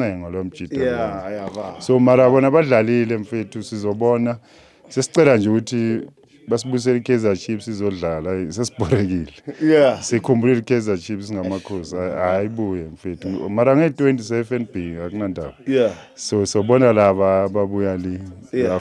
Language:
Zulu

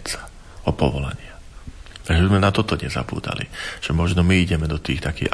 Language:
Slovak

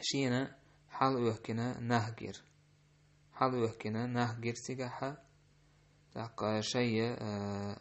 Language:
Chechen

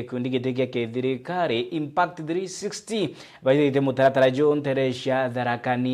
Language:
Meru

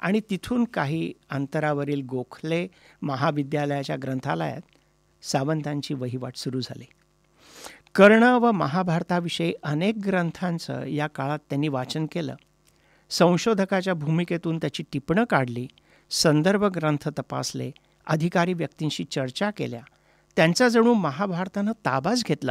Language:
Marathi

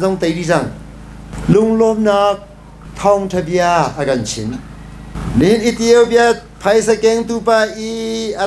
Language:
Hakha Chin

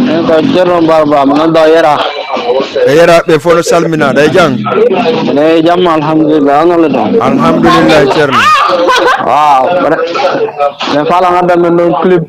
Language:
Fula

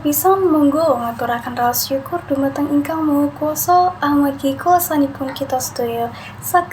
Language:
Javanese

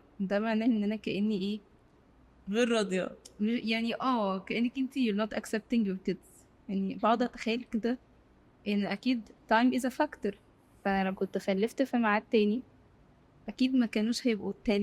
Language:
Egyptian Arabic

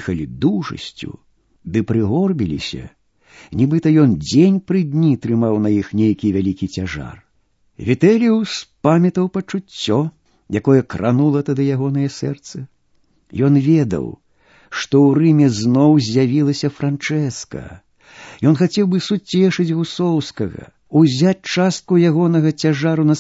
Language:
Belarusian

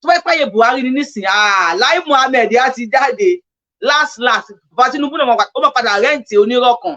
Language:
Yoruba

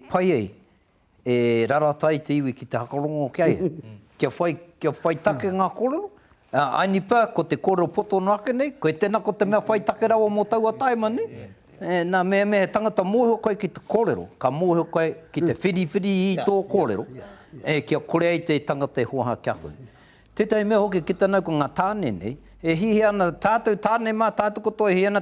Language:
Māori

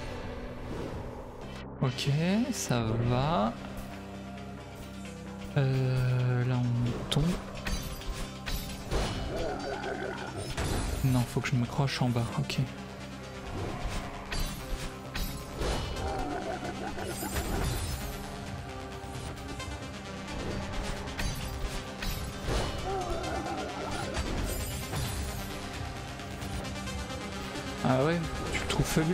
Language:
French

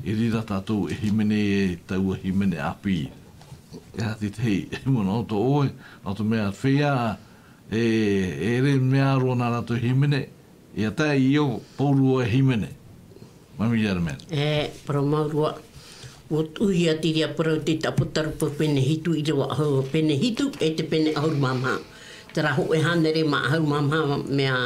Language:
Tahitian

